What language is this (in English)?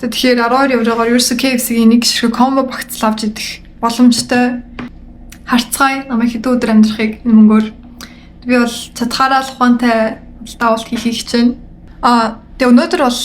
Mongolian